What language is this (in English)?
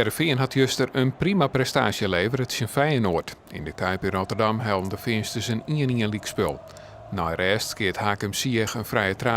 Western Frisian